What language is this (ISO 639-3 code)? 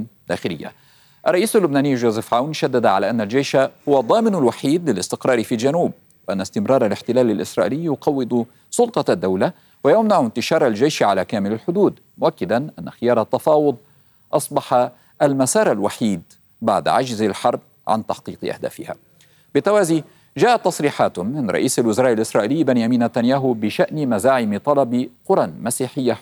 ara